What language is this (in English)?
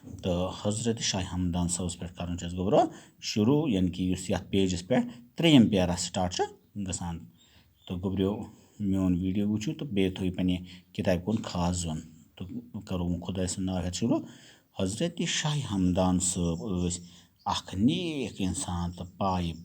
Kashmiri